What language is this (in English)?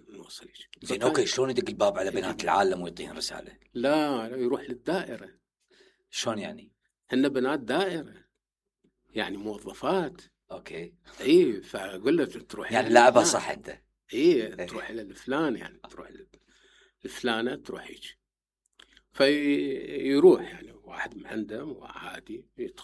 Mesopotamian Arabic